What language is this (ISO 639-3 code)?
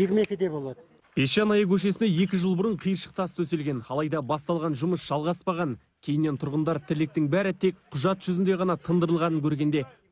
kaz